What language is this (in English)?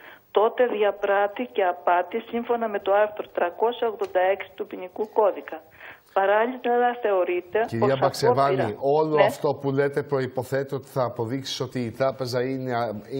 Greek